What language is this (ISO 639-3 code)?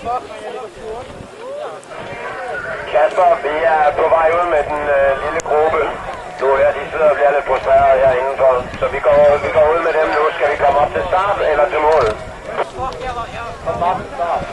dan